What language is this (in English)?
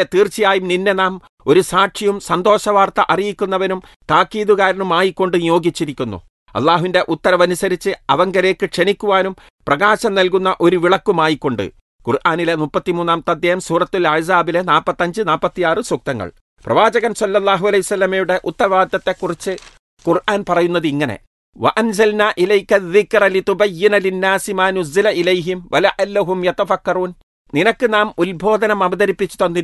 Malayalam